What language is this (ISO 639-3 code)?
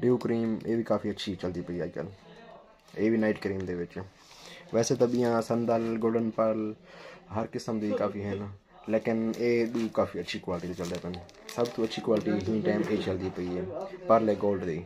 skr